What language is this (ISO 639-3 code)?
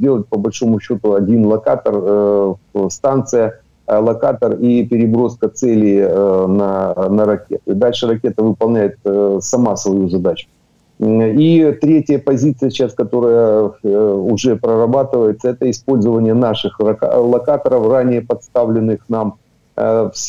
rus